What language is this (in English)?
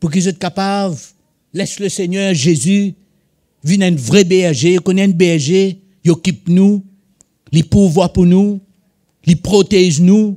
Morisyen